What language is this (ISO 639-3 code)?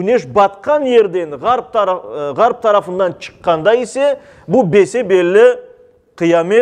crh